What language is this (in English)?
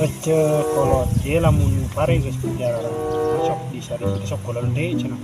Sundanese